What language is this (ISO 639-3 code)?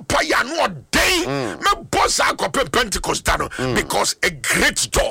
aka